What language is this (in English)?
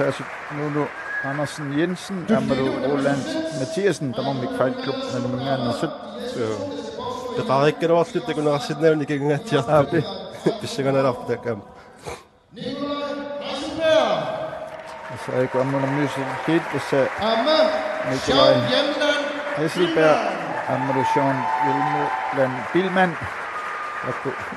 Kalaallisut